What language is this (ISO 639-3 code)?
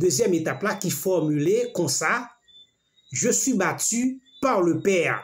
hat